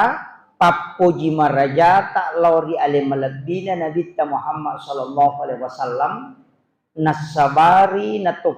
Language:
Buginese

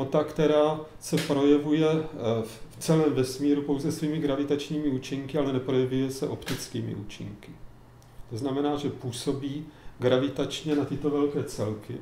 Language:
Czech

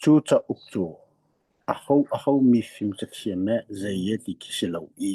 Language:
Hakha Chin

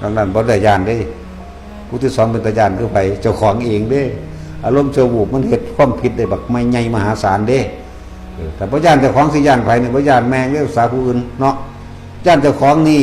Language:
Northeastern Thai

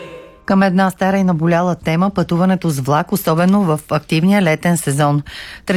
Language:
Bulgarian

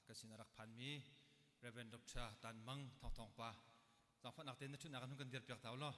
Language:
Hakha Chin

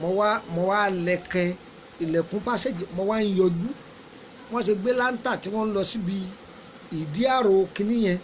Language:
Yoruba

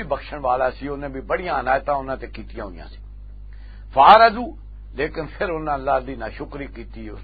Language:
Western Panjabi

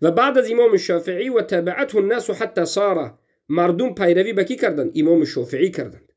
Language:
Tajik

